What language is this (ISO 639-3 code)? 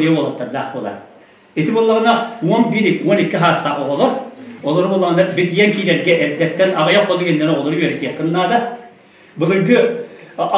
sah